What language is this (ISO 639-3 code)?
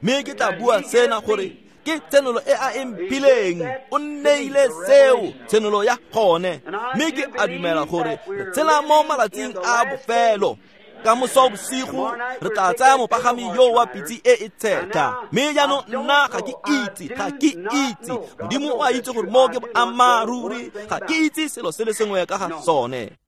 tsn